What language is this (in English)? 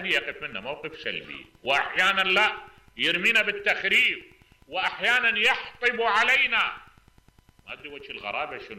Mesopotamian Arabic